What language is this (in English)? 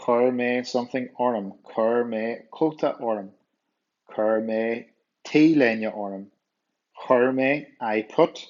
Irish